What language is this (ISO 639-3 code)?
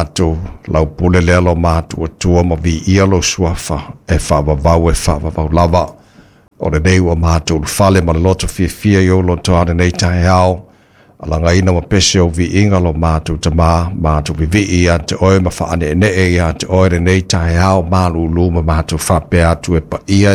smo